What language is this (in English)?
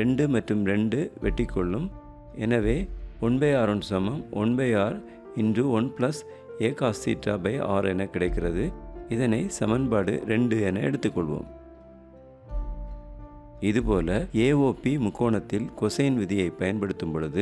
Tamil